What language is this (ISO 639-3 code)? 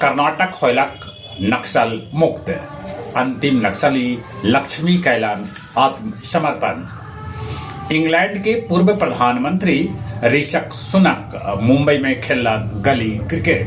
mag